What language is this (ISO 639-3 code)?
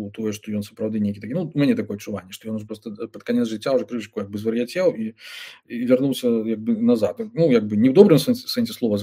bel